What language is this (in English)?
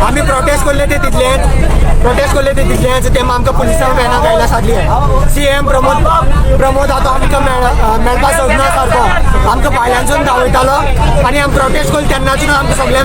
Konkani